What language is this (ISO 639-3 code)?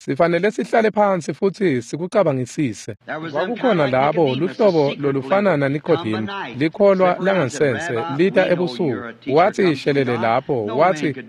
ssw